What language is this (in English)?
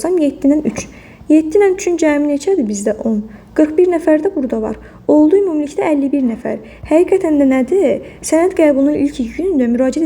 Azerbaijani